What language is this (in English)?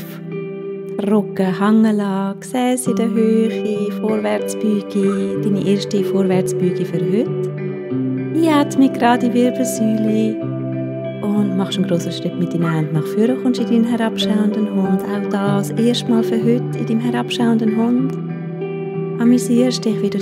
Swiss German